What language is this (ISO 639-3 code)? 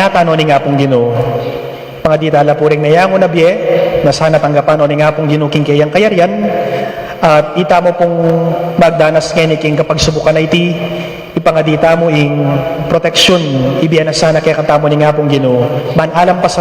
pam